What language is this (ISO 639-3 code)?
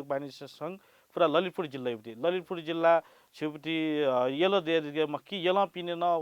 new